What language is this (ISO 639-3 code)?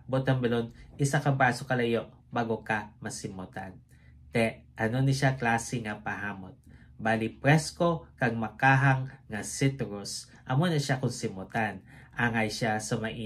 hil